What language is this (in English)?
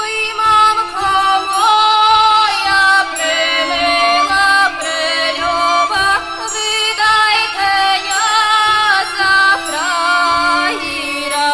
Rusyn